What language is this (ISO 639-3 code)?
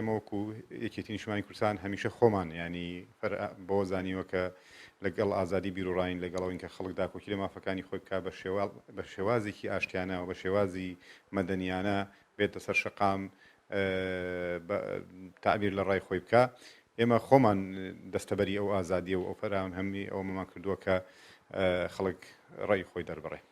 ckb